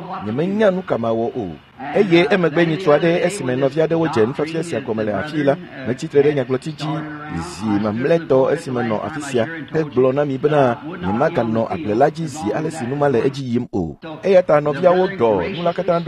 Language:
Ewe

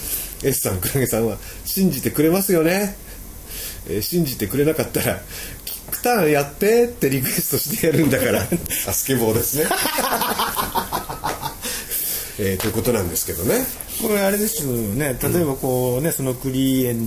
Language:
Japanese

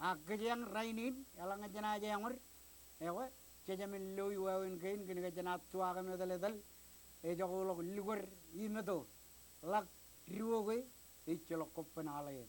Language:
Marshallese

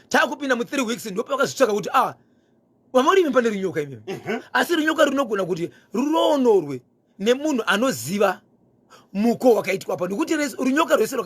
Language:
Shona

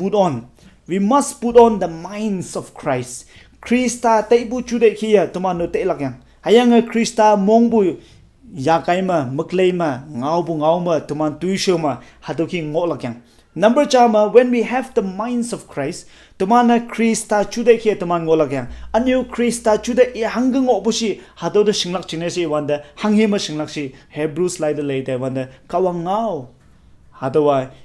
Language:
Konyak Naga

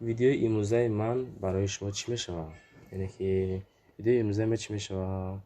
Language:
Tajik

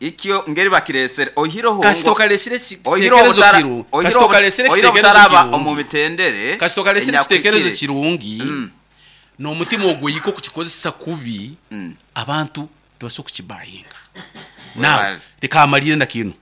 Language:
Nyoro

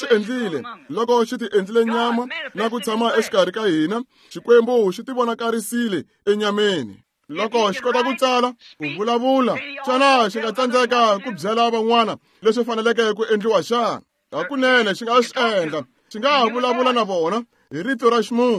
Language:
Tsonga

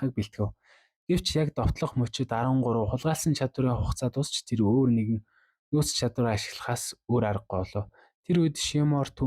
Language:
Mongolian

